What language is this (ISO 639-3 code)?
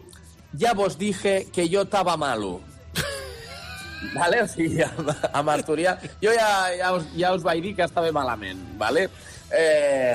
cat